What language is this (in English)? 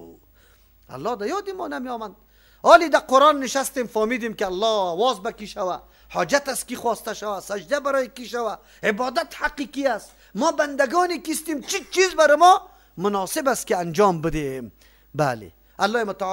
Persian